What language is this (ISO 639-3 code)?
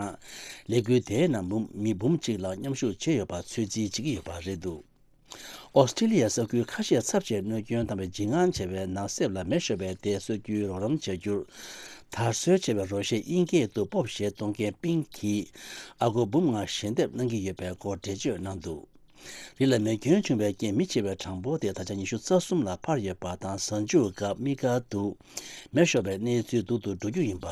bod